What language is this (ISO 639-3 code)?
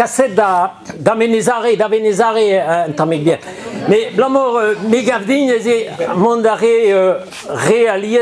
bre